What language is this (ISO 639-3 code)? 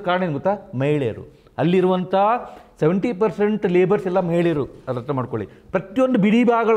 kan